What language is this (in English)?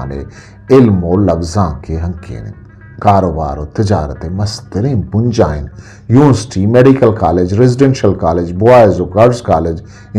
Eastern Balochi